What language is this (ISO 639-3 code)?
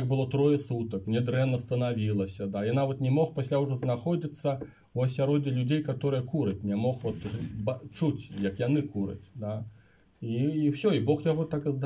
bel